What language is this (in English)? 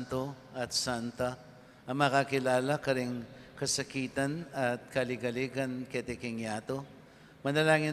Pampanga